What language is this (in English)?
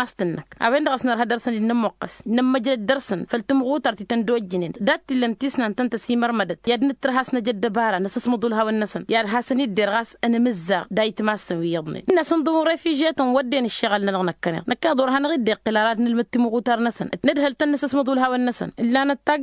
Tamasheq